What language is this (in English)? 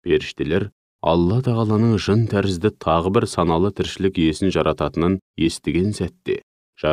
Kazakh